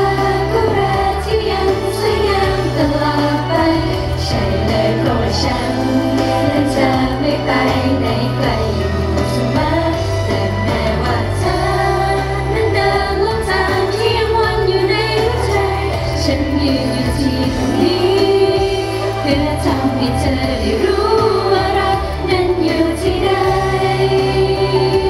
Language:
Thai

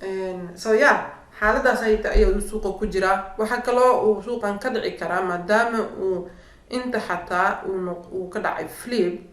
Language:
Somali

